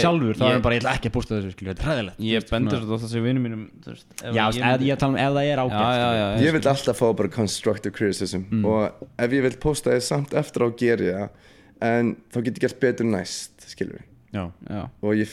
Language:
Icelandic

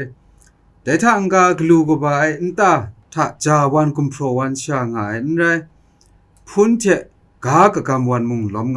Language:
Kachin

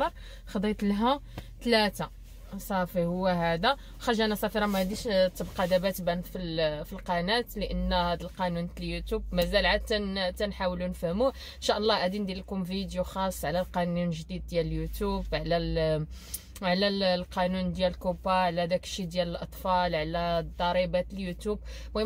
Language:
Moroccan Arabic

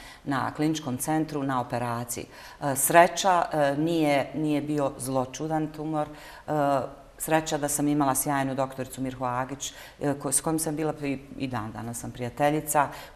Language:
Bosnian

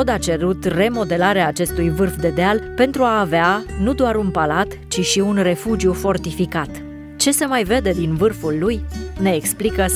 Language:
Romanian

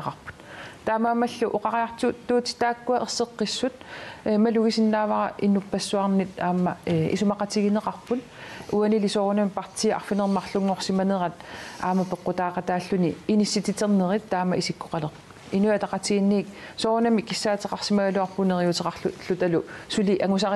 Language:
Kalaallisut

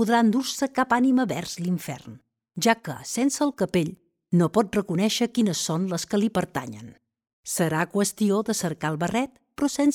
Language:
Catalan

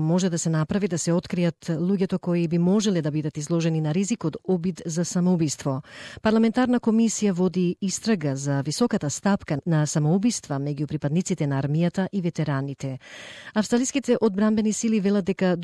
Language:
Macedonian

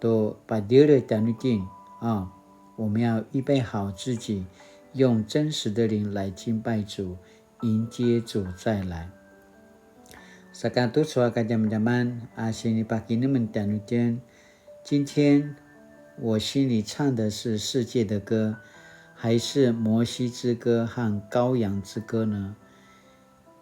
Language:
Paiwan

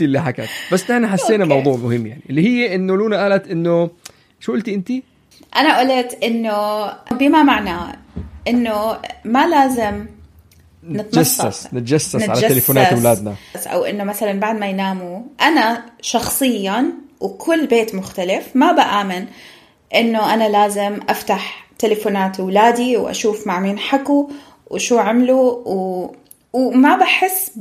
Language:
North Levantine Arabic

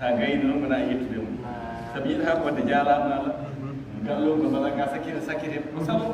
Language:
Fula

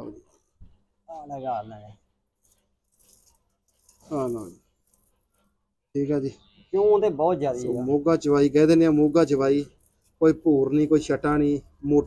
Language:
Punjabi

